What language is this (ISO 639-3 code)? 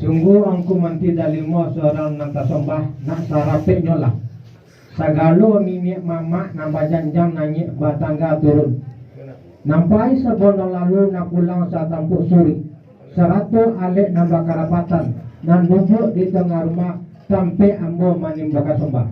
min